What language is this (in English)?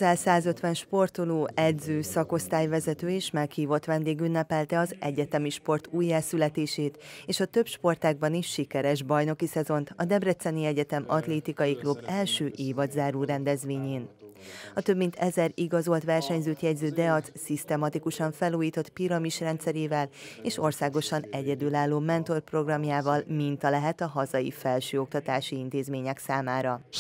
Hungarian